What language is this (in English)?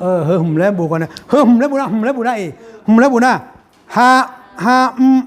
Akha